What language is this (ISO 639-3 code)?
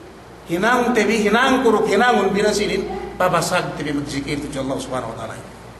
yka